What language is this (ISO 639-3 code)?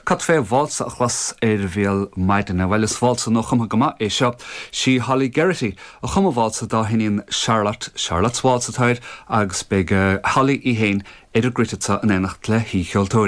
gle